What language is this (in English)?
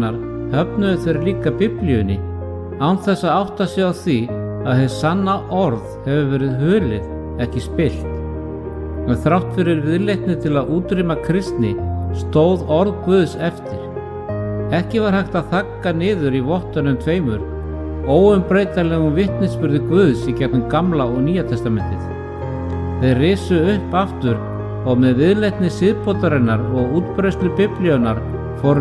Icelandic